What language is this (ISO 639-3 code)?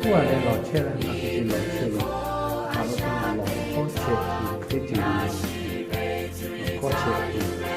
lhu